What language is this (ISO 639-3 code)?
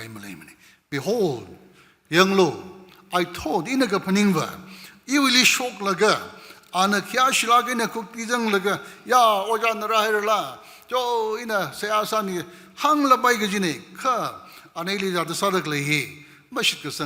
nmf